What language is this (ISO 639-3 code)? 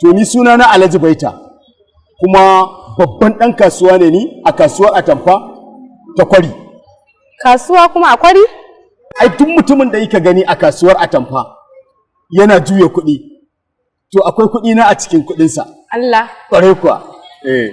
hau